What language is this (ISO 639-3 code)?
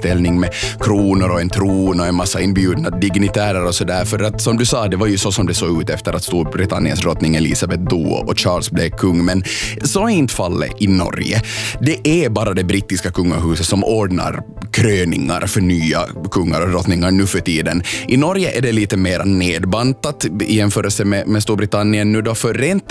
swe